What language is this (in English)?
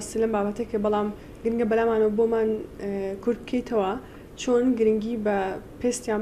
Central Kurdish